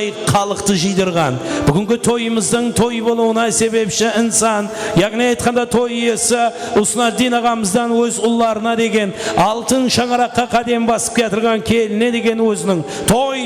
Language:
Kara-Kalpak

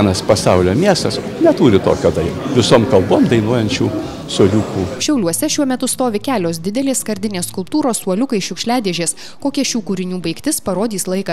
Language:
Lithuanian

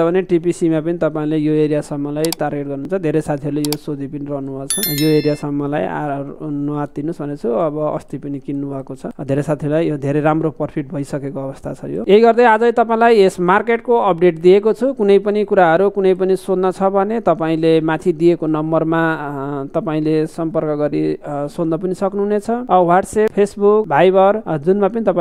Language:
Nepali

